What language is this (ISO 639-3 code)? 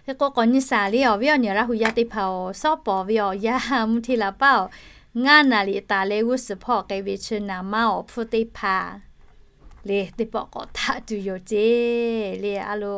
lhu